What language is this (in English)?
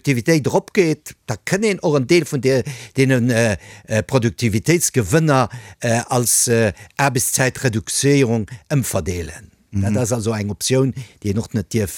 Luxembourgish